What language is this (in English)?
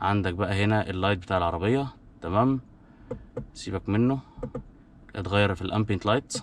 Egyptian Arabic